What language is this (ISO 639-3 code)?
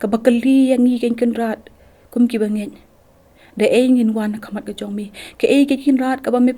kha